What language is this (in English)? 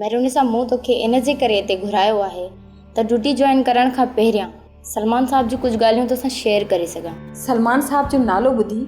Sindhi